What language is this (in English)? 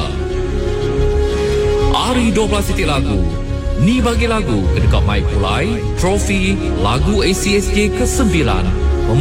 Malay